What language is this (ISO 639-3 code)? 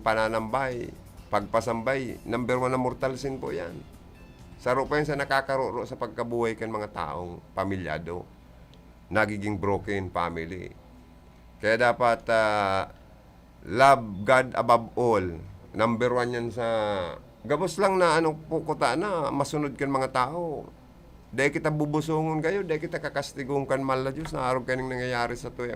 bik